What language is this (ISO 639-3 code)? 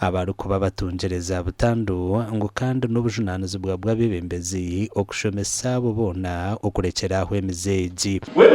nyn